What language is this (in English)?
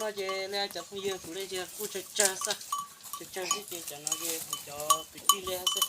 Hmong